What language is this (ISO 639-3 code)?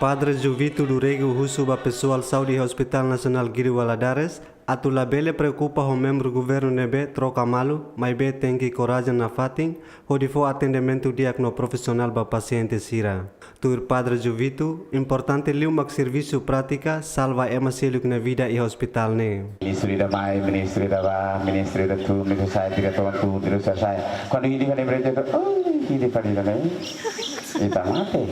tet